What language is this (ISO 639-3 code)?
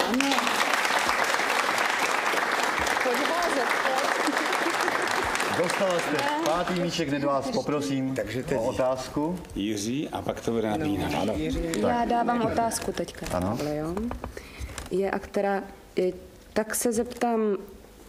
ces